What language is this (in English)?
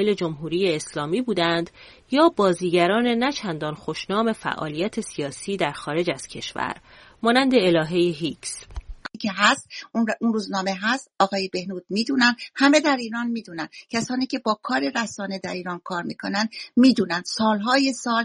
Persian